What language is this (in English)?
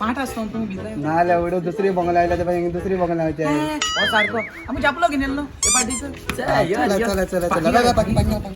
Konkani